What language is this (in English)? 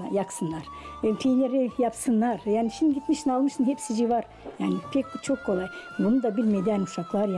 Gagauz